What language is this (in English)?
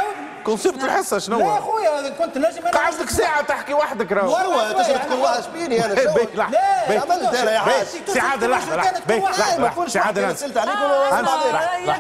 Tunisian Arabic